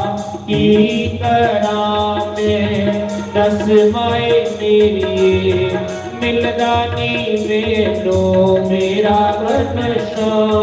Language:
Dogri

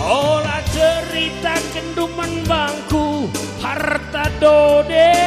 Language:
Batak Karo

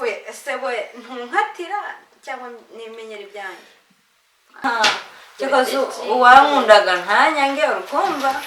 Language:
Kinyarwanda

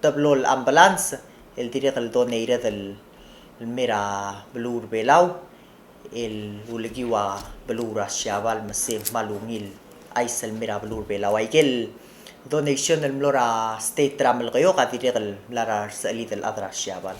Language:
Palauan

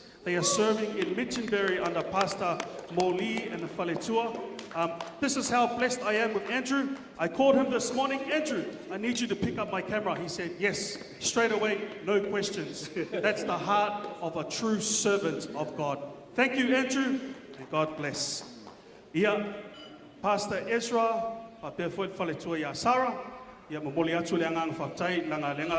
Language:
Samoan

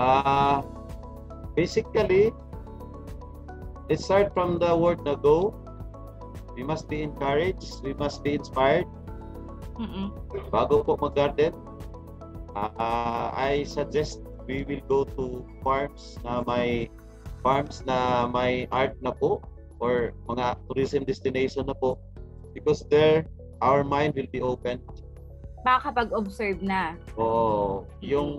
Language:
Filipino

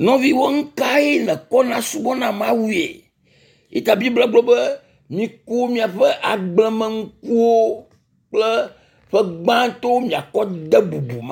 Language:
Ewe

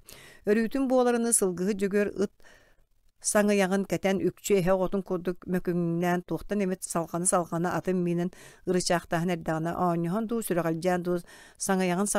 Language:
Yakut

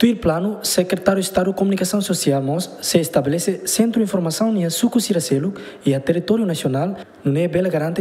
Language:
Tetum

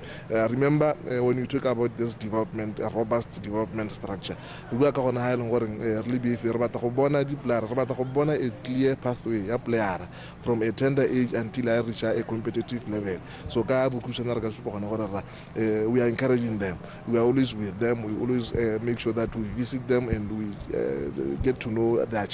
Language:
Tswana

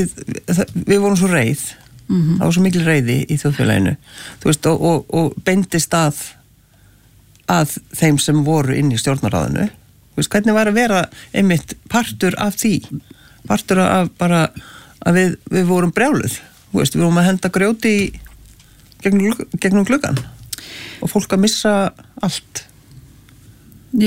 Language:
Icelandic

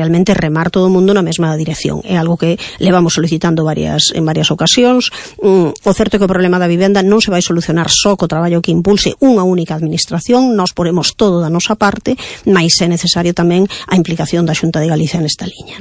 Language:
Galician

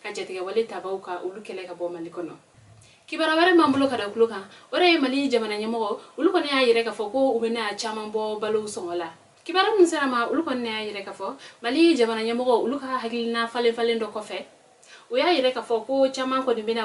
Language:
Bambara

